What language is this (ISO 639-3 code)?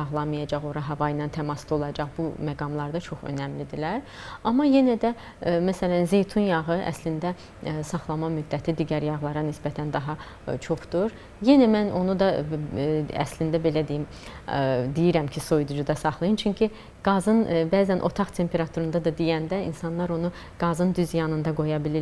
aze